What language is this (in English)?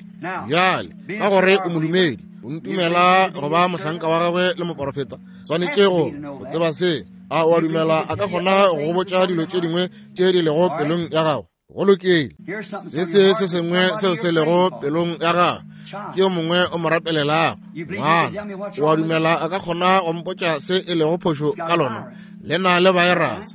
Northern Sotho